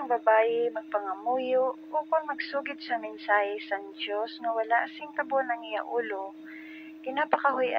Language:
Hiligaynon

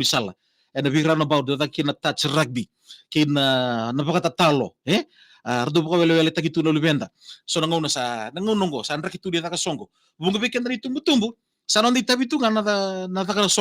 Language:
Fijian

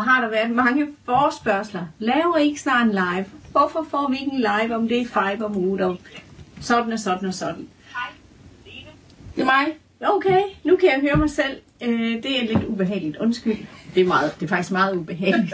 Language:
Danish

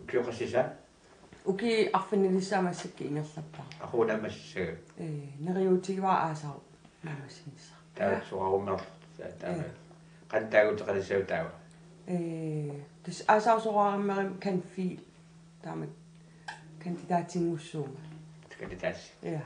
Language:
Kalaallisut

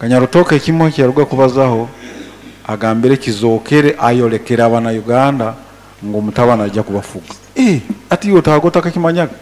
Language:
Nyoro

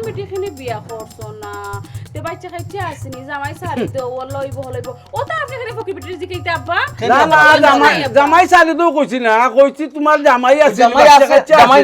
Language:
Sylheti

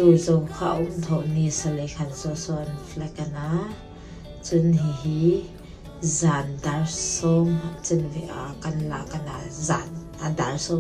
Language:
Hmar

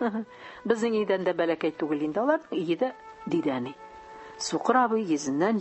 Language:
Tatar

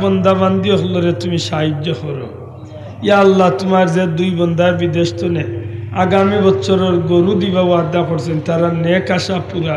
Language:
Sylheti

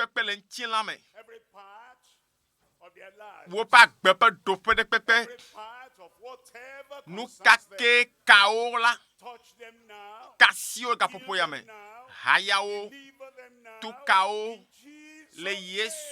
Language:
Ewe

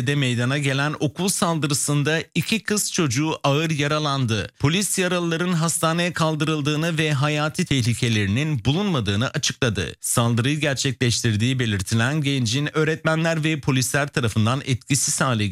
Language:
Turkish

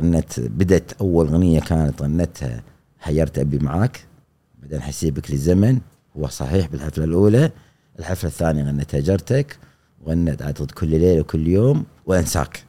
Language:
Gulf Arabic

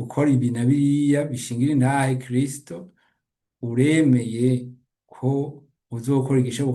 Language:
Rundi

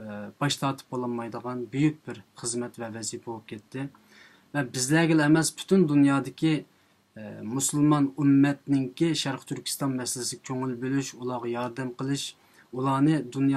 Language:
Uyghur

